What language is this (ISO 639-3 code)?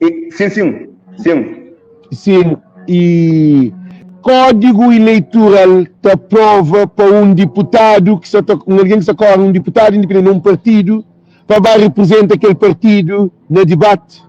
kea